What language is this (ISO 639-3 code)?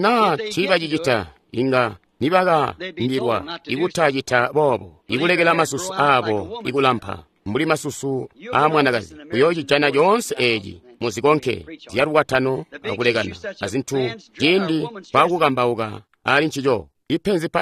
toi